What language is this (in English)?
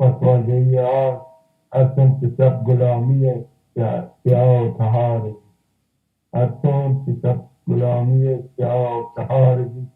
Baluchi